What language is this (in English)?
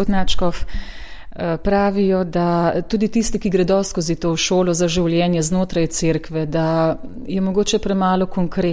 Slovenian